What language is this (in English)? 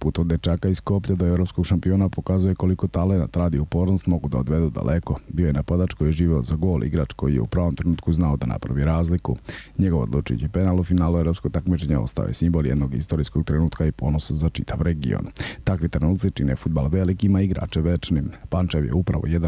Serbian